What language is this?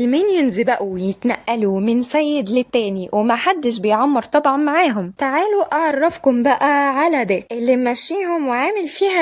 Egyptian Arabic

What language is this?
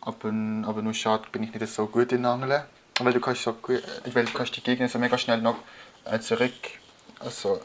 Swiss German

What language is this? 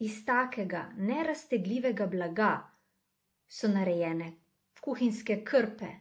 Slovenian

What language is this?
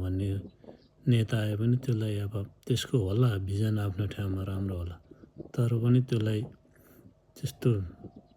Nepali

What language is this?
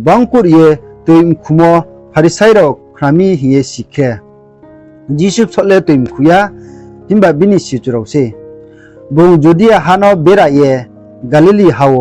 Riang (India)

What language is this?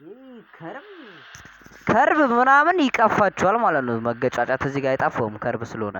Amharic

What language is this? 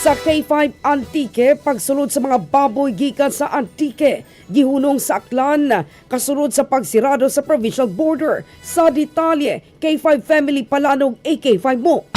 Cebuano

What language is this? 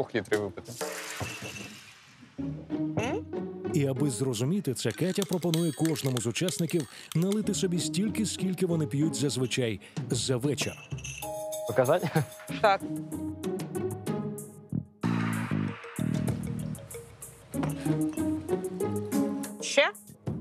Ukrainian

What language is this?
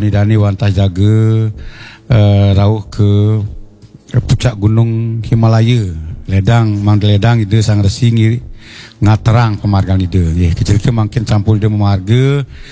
Balinese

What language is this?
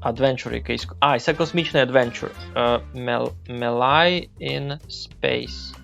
Rusyn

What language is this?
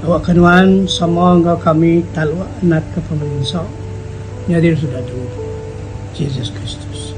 Iban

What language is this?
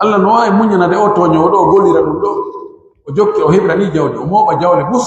Pular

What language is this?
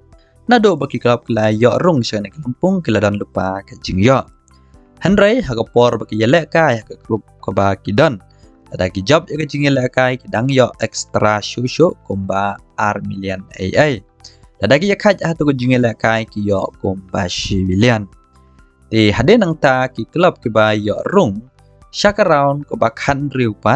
Khasi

